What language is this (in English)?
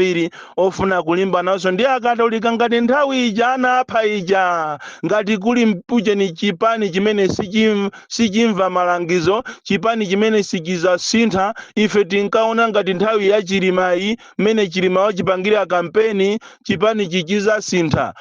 Nyanja